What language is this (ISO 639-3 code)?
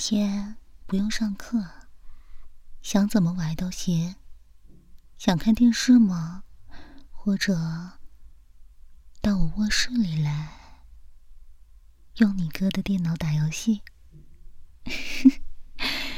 zho